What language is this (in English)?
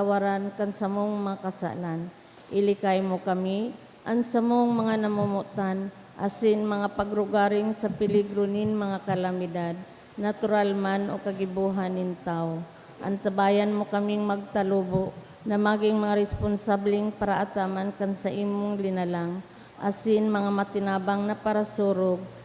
Bikol